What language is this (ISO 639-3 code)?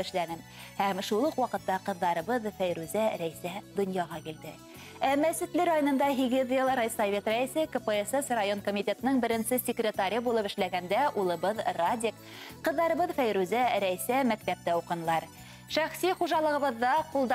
bak